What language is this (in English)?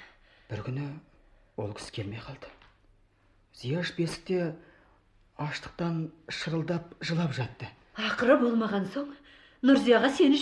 Kazakh